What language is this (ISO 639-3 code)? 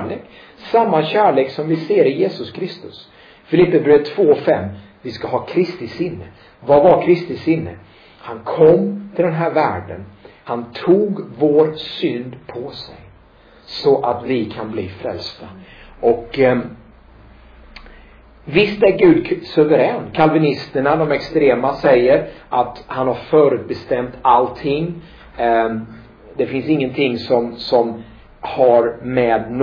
swe